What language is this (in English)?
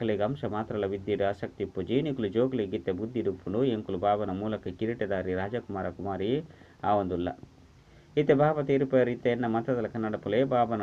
Tulu